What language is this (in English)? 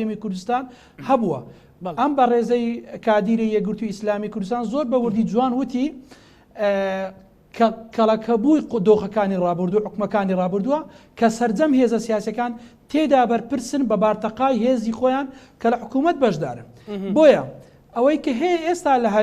Central Kurdish